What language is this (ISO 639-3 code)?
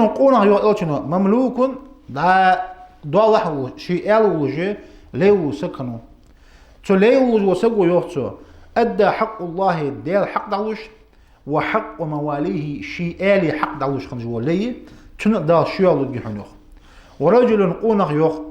inh